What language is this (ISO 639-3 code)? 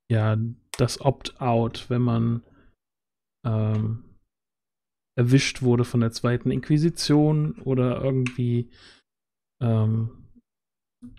deu